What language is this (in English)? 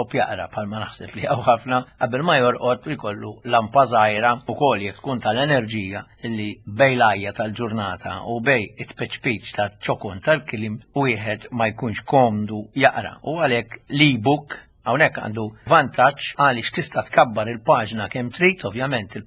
Maltese